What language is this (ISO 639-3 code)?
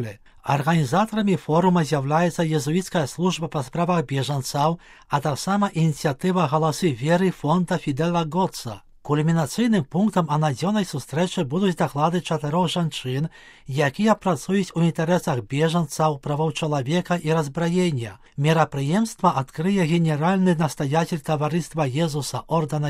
bel